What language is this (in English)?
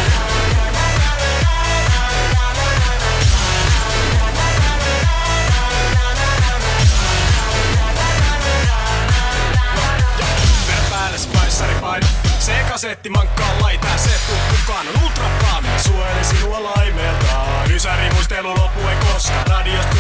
Finnish